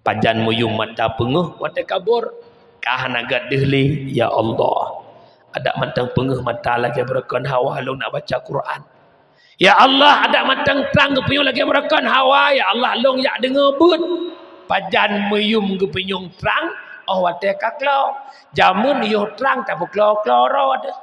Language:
Achinese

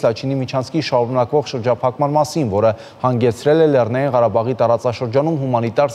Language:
Armenian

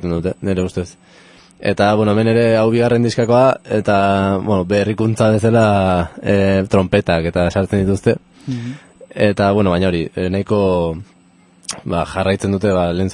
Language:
Basque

